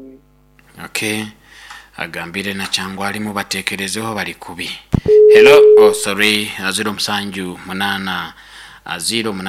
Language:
Nyoro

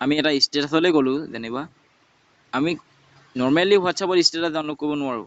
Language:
Assamese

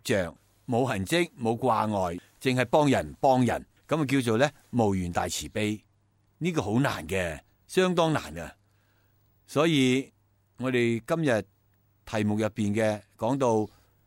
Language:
Cantonese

